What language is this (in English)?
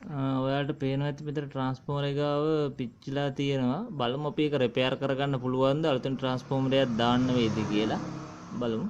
Sinhala